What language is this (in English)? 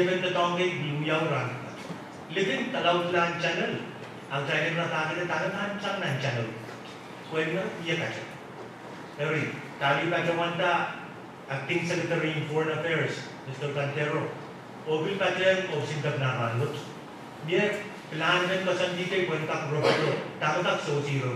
Pohnpeian